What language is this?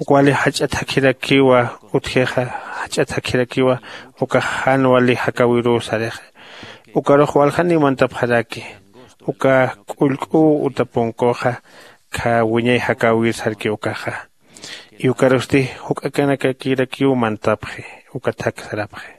Aymara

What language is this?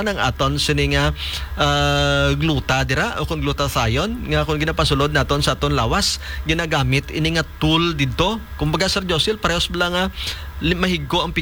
Hiligaynon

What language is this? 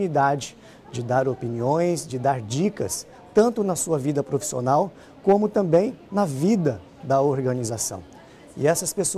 Portuguese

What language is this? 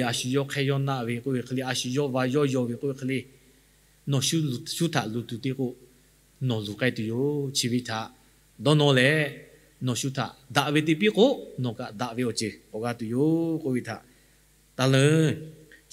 Lahu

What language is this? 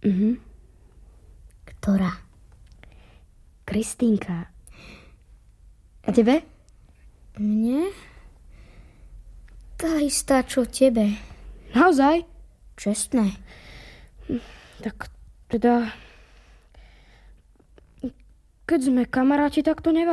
Slovak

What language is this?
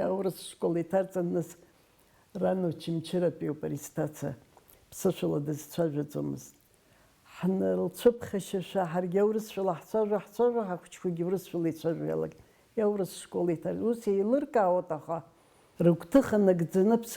Abkhazian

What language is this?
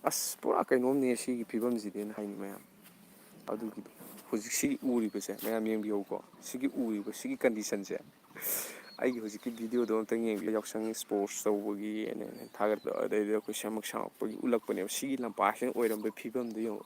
Manipuri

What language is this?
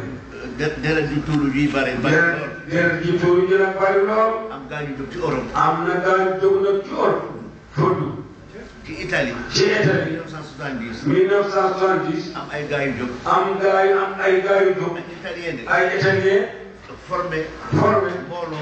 Wolof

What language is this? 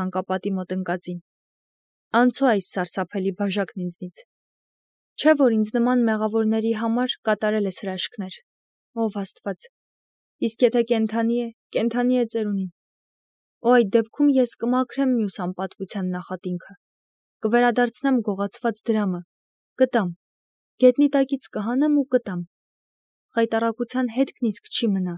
Armenian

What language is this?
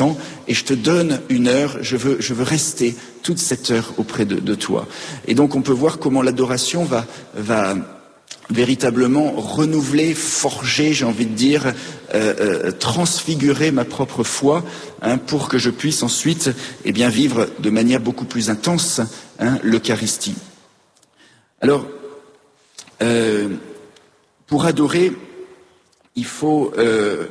French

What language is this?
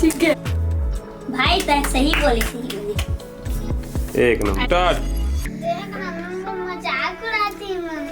Chhattisgarhi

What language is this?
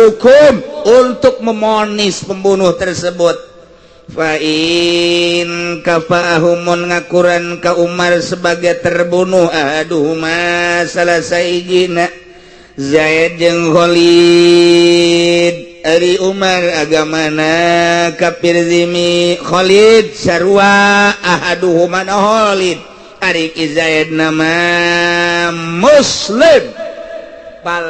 Sundanese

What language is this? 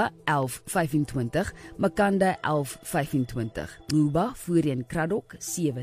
Afrikaans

